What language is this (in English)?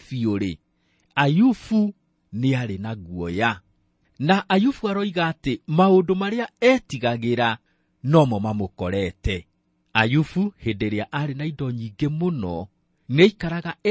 Kikuyu